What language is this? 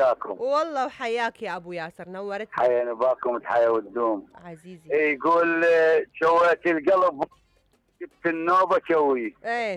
Mesopotamian Arabic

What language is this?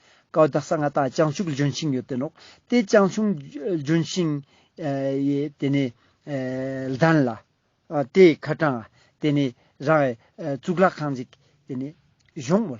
Ladakhi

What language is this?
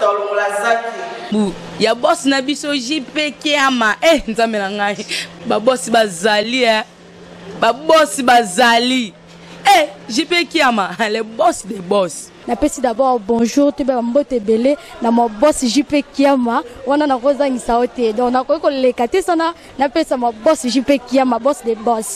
Lingala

